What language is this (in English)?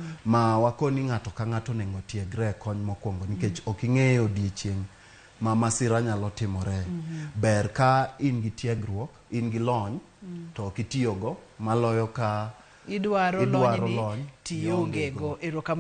Luo (Kenya and Tanzania)